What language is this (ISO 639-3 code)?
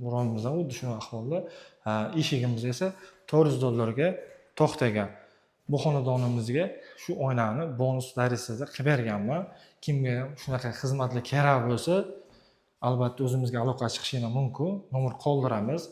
uzb